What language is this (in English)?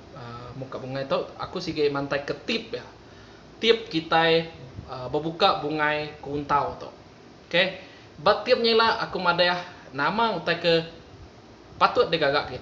Iban